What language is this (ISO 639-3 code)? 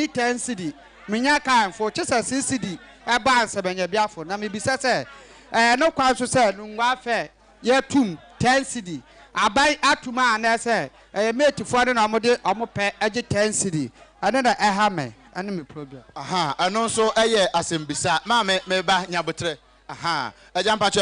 aka